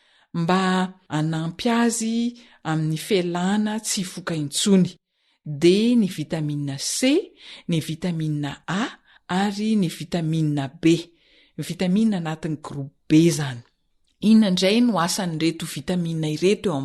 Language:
Malagasy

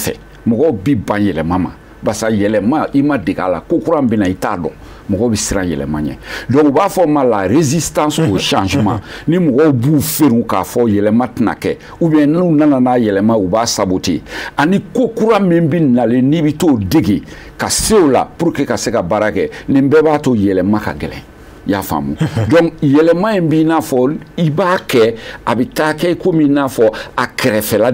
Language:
Bambara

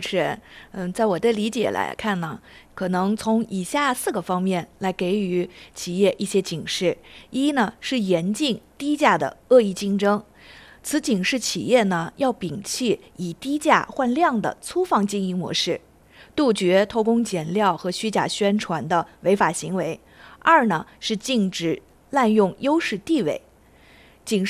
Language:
Chinese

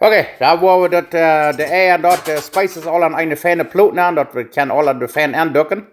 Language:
Plautdietsch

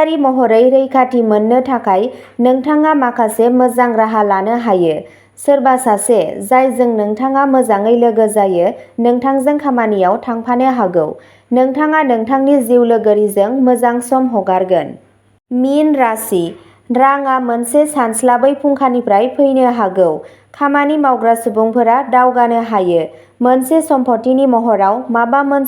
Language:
Bodo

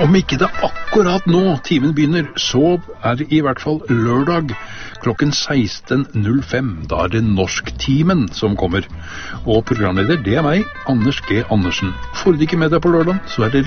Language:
Norwegian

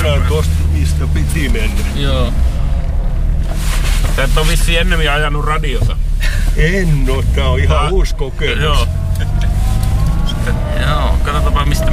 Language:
Finnish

